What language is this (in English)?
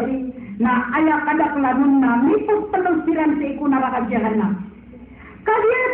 Maranao